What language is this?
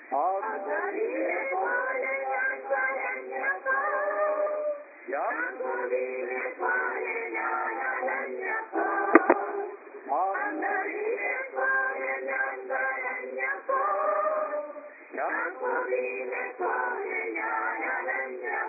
Malayalam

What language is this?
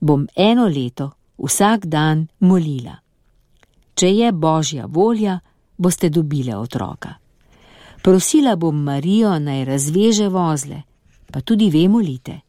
Slovenian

